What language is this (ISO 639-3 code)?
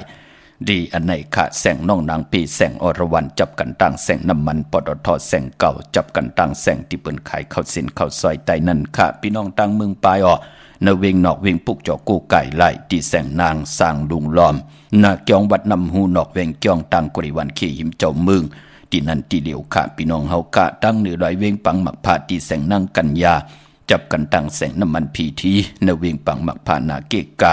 shn